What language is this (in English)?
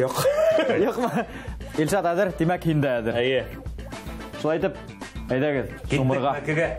Bashkir